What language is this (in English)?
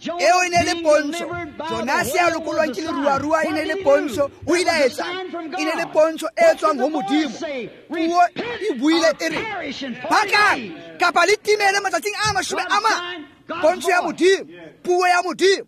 Tswana